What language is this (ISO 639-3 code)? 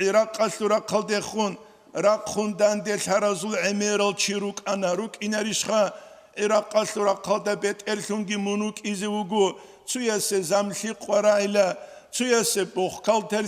ava